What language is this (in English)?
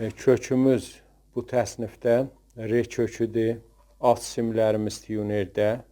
South Azerbaijani